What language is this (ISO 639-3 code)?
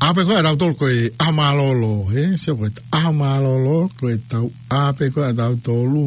ton